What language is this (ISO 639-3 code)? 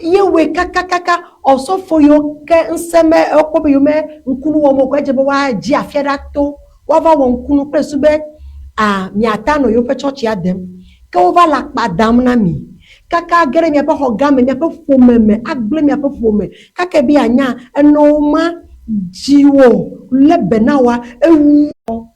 ewe